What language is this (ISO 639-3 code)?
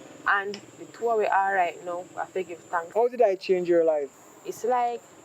jam